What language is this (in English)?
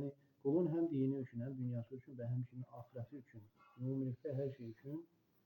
Azerbaijani